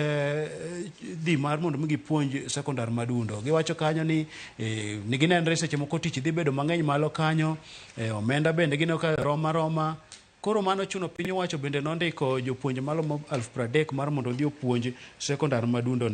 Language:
Luo (Kenya and Tanzania)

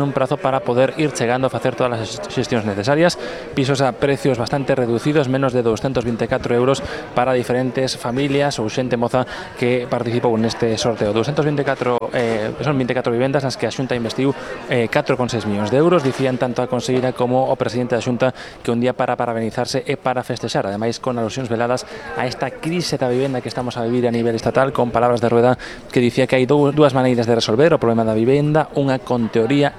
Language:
Galician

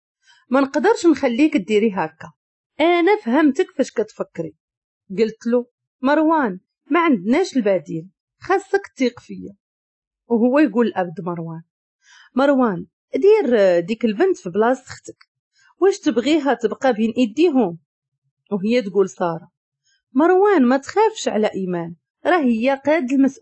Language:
Moroccan Arabic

